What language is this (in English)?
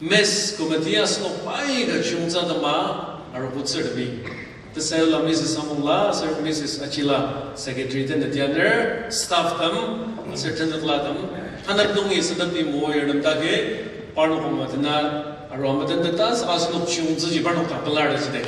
Ao Naga